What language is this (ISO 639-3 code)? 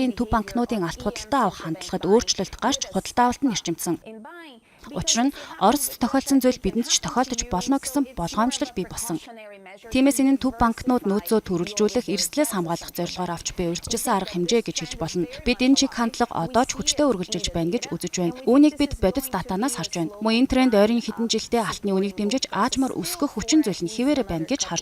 mon